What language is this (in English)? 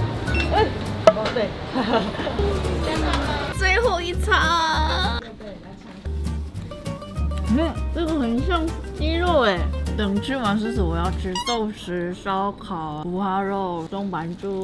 Chinese